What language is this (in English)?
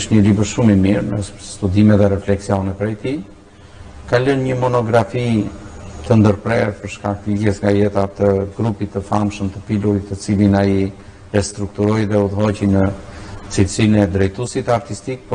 Albanian